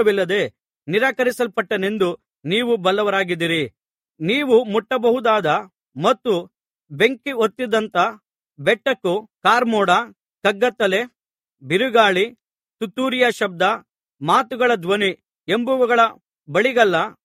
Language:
Kannada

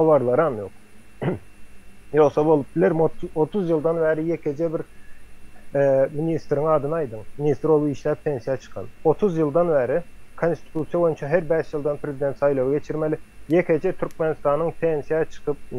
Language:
Turkmen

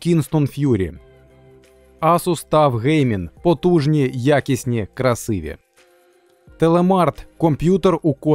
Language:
Ukrainian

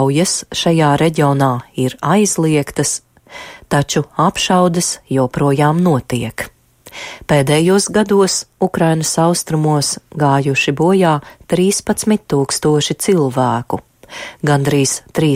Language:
Latvian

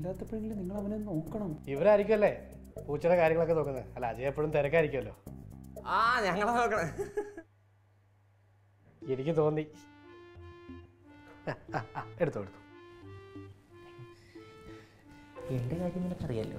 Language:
Malayalam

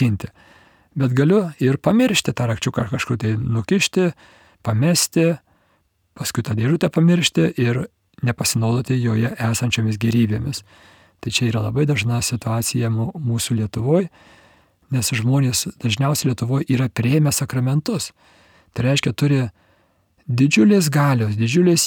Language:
Lithuanian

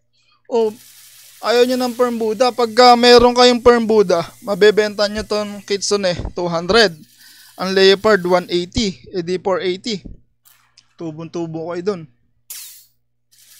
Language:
Filipino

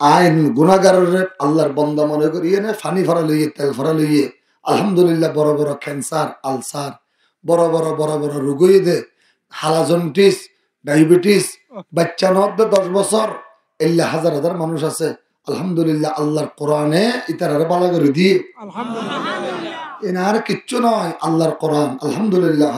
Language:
Rohingya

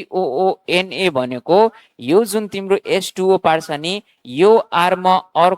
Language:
Nepali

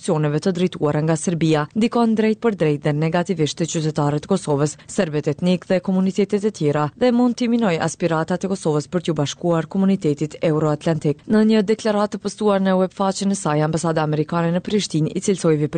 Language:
Albanian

